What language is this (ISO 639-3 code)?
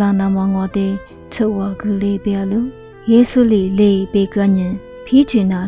lis